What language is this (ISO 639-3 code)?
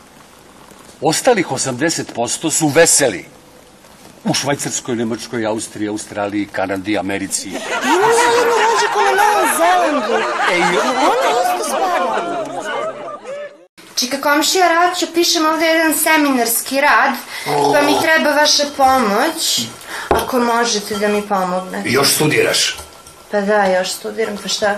srp